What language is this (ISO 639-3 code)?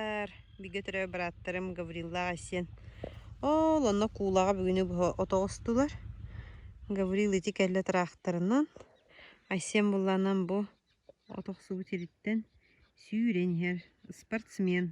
sah